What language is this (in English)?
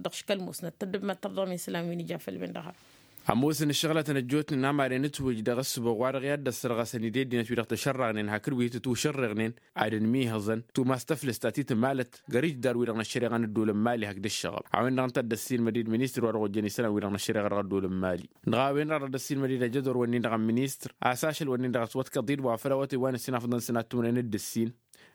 Tamasheq